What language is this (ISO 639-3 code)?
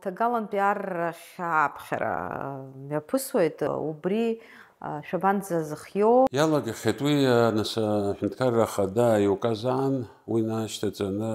abk